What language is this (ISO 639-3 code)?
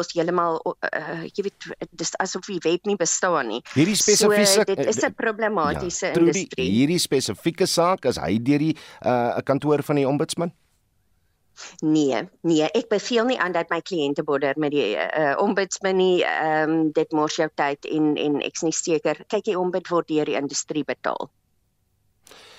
afr